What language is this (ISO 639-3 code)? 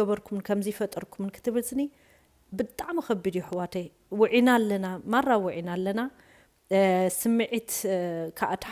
tir